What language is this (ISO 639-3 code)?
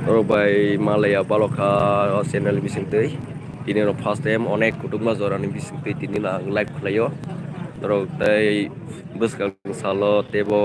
trp